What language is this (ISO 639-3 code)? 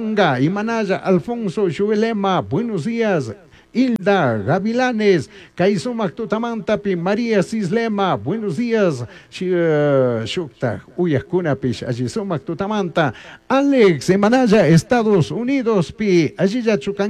qug